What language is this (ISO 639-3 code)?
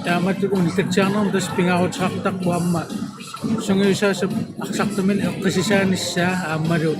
kal